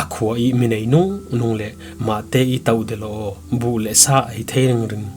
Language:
Falam Chin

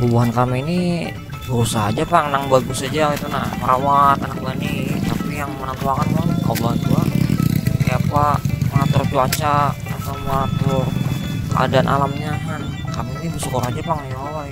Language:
Banjar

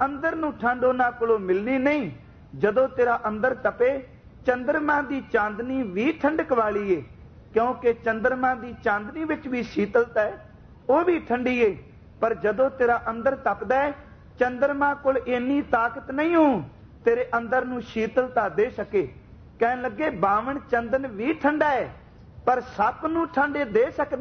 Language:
Punjabi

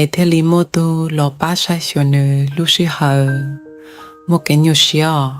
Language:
Hmong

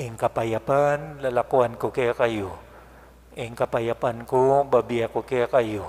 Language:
Pampanga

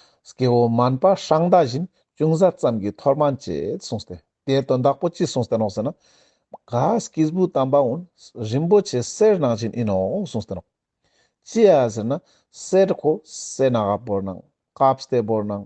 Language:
Ladakhi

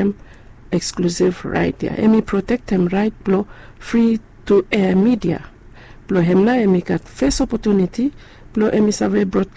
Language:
Bislama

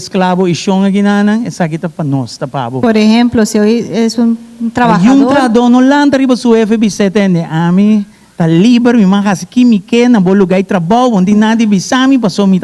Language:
Papiamento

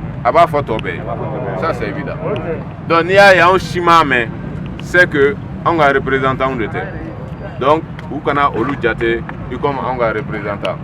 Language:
Bambara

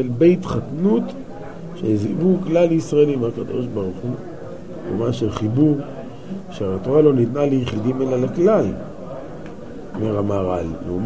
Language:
Hebrew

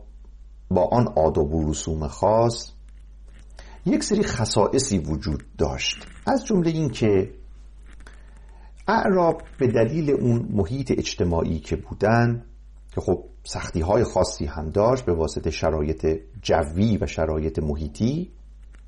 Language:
Persian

